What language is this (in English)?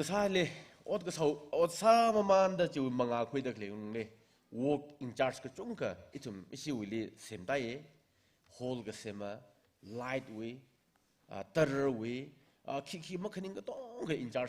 Tangkhul Naga (India)